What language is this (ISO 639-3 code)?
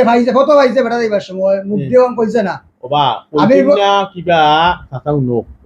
syl